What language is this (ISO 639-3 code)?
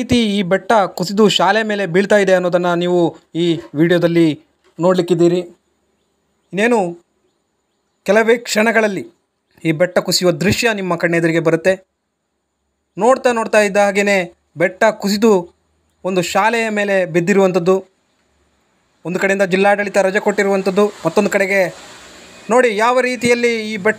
kan